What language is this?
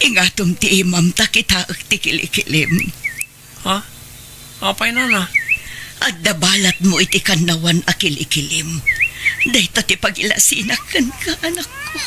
Iloko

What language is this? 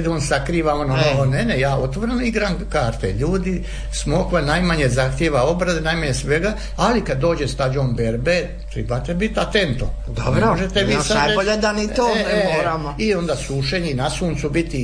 Croatian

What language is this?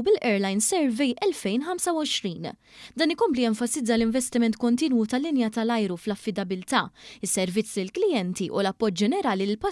Maltese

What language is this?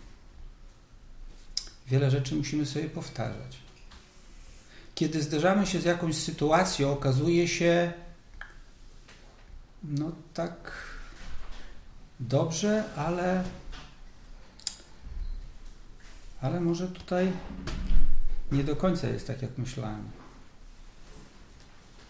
Polish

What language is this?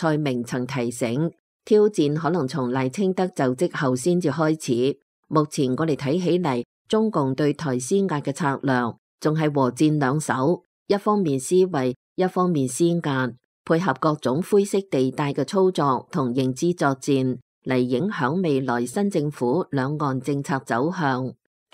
Cantonese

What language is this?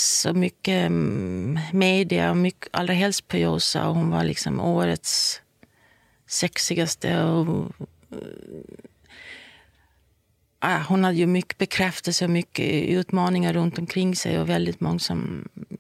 Swedish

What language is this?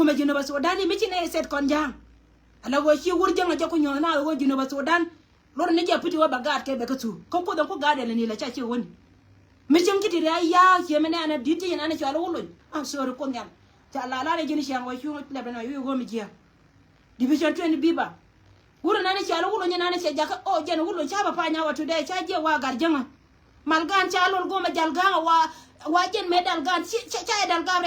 Nuer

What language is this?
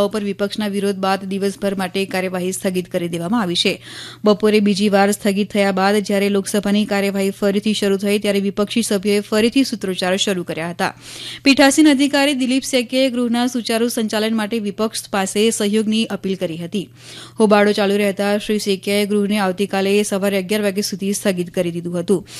Gujarati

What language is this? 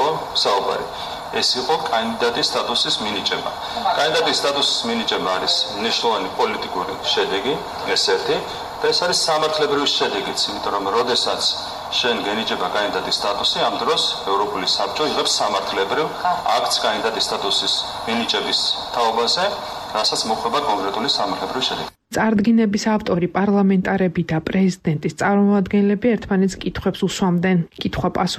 Georgian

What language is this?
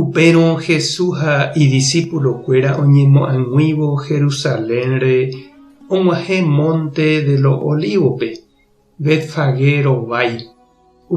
Guarani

